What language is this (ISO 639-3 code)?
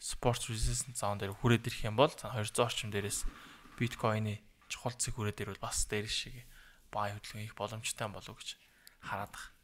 mon